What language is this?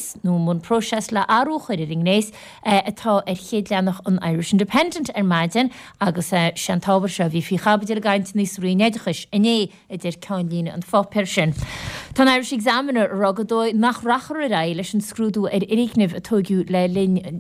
Irish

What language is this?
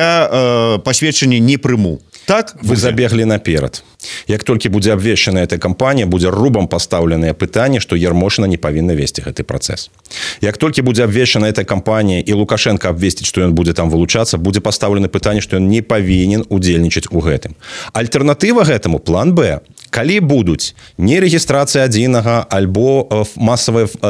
Belarusian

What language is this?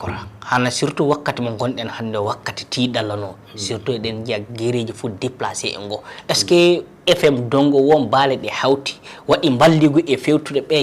Fula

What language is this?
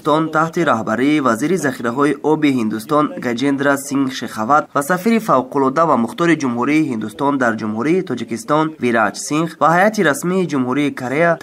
Tajik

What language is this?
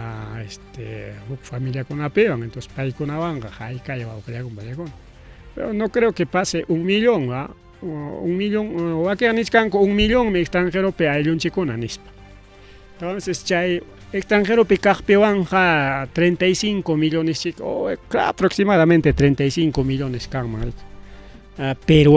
Ayacucho Quechua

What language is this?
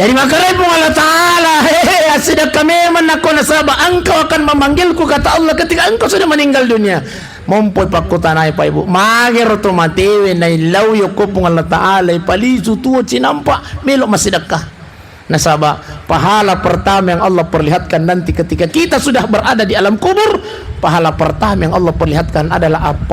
Buginese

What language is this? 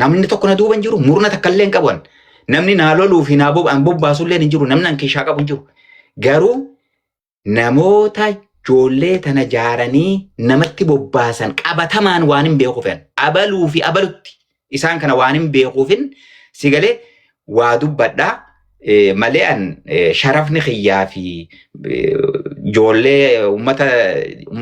Oromo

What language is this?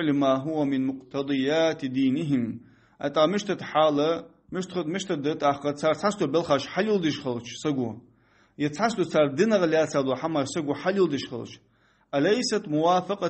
Ingush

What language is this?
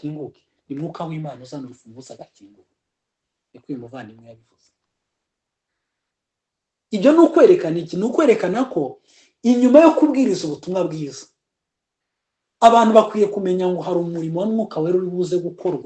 Kinyarwanda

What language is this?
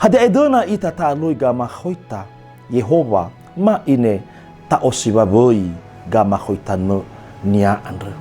Nias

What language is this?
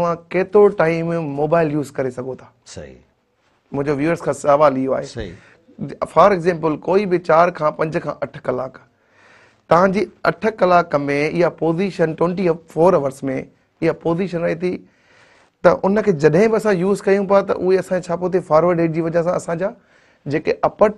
Sindhi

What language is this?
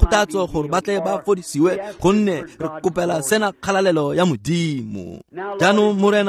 Tswana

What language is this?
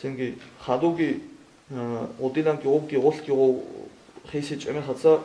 Avaric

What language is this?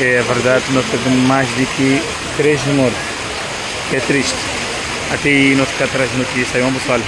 Kabuverdianu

